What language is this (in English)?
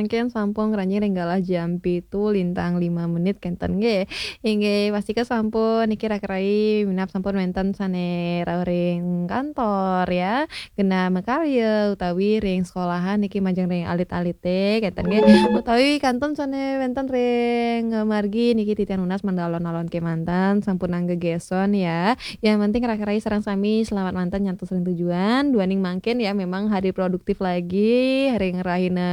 Balinese